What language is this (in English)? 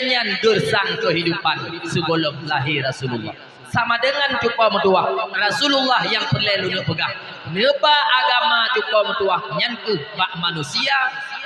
Achinese